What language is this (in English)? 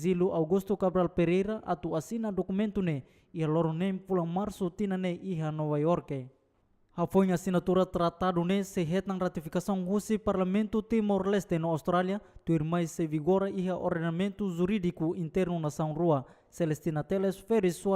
Tetum